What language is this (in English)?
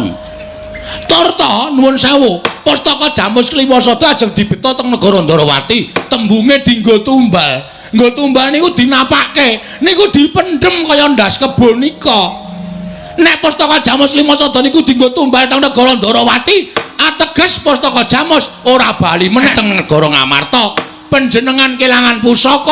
Javanese